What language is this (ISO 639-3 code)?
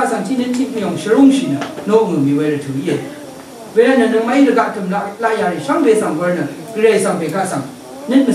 raw